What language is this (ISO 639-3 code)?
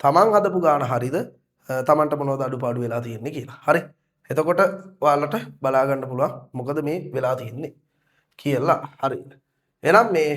sin